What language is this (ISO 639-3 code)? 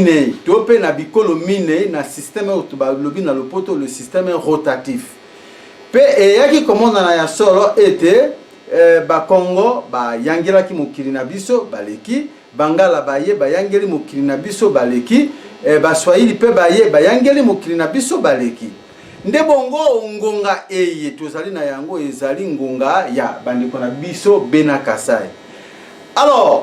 lin